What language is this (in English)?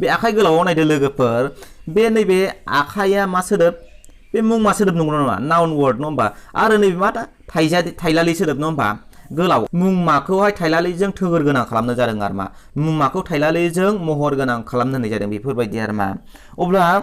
Bodo